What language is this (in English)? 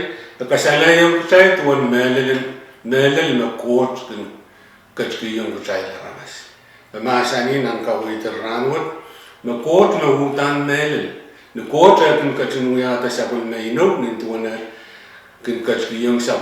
Pohnpeian